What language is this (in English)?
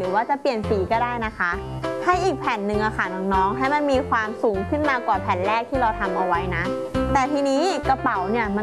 Thai